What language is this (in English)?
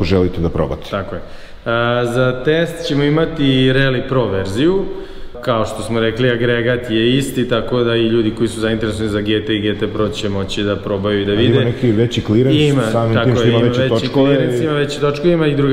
Serbian